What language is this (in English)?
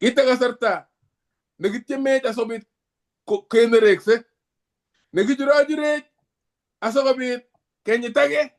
Kalenjin